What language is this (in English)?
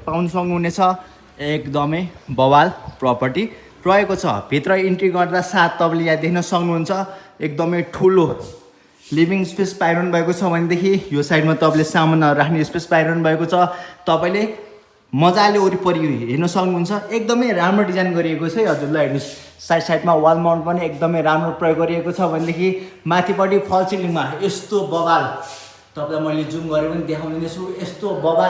Nepali